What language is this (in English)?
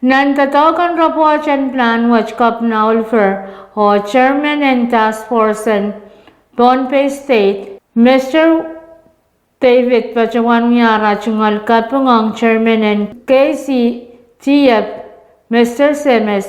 Pohnpeian